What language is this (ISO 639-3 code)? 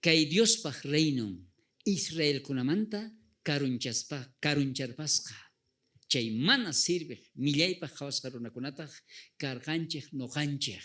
quh